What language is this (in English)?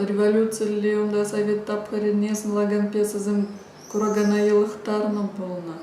Chuvash